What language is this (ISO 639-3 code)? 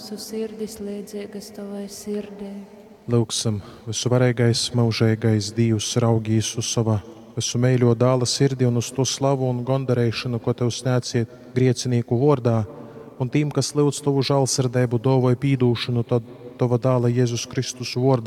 ltg